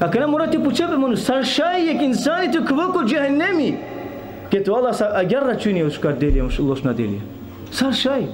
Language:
Balkan Romani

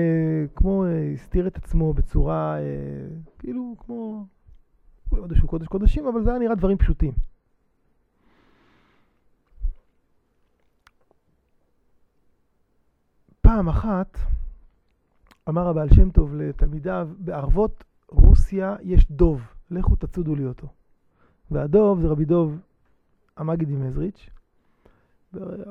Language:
Hebrew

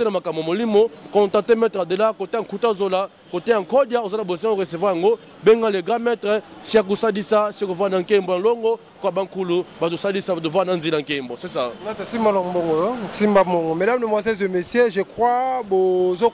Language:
Lingala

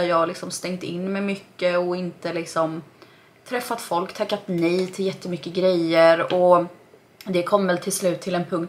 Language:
Swedish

